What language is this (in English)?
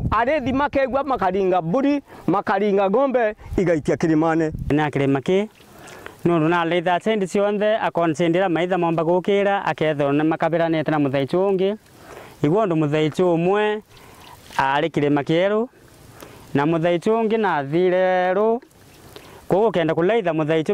Meru